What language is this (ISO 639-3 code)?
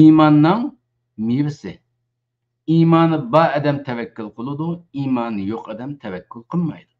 uig